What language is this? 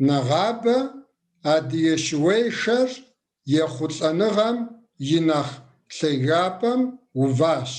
Kabardian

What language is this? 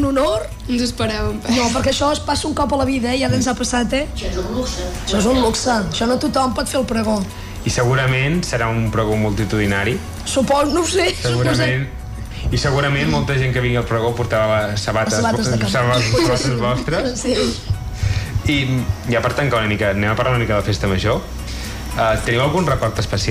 Catalan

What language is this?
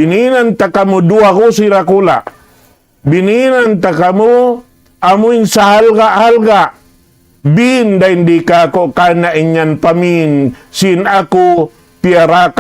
Tausug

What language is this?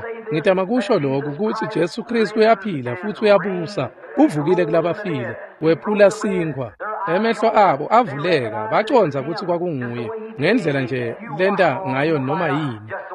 Swati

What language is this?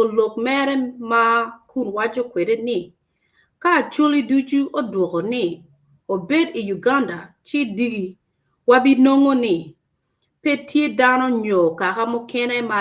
Acoli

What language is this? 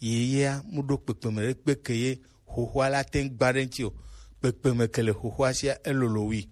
Gen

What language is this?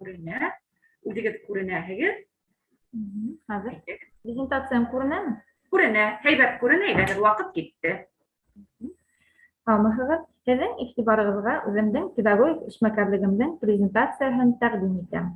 Bashkir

